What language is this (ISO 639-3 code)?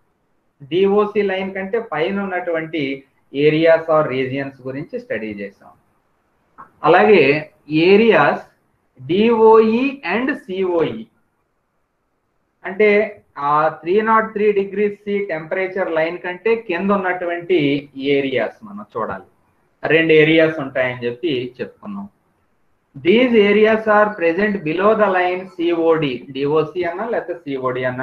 tel